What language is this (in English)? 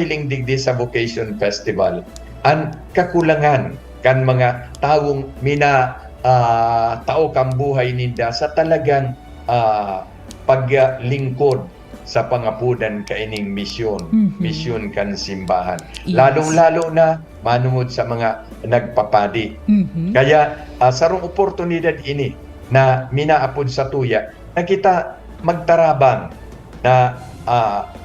Bikol